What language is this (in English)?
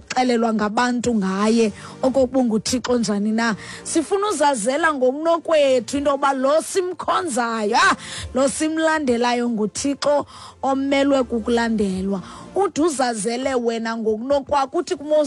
Xhosa